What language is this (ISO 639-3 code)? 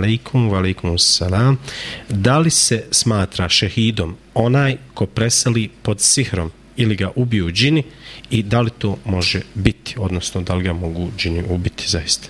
bos